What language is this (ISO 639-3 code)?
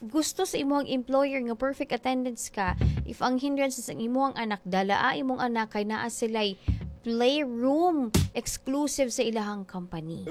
ceb